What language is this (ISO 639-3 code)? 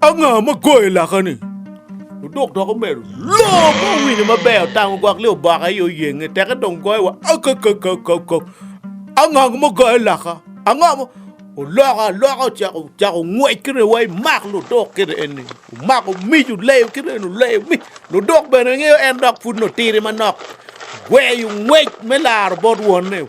ach